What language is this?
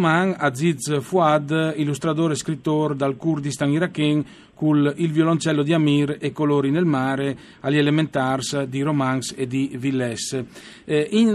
Friulian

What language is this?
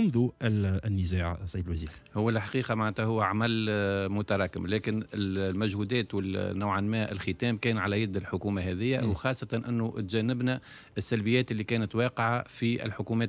Tunisian Arabic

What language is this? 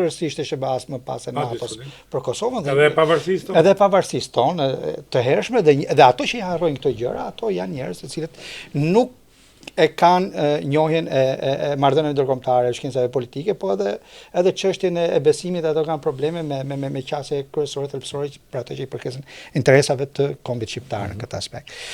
Albanian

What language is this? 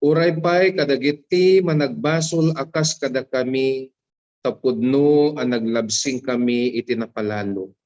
Iloko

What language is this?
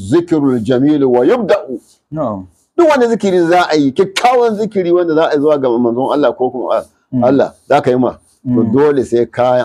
Hausa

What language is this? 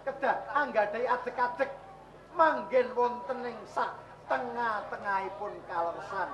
Javanese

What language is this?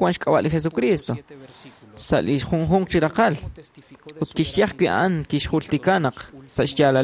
Kekchí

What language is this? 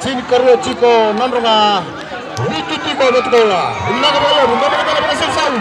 Fijian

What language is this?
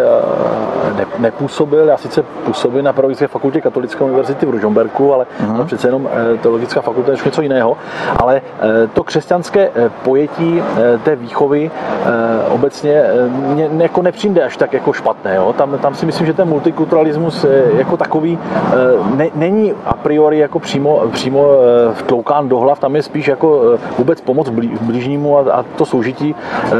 Czech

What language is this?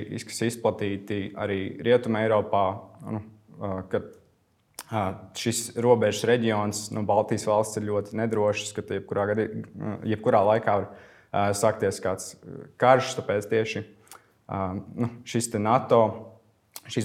Latvian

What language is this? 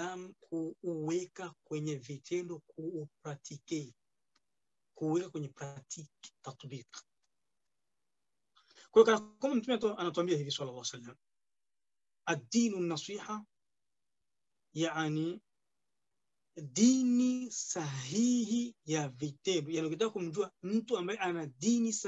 Swahili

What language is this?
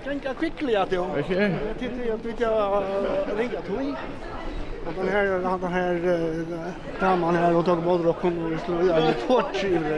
Faroese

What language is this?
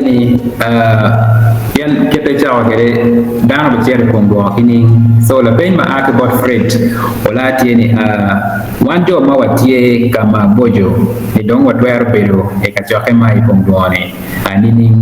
Acoli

